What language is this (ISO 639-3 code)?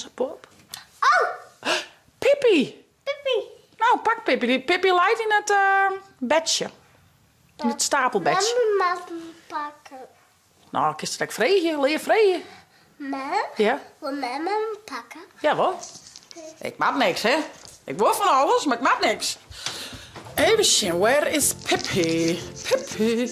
fry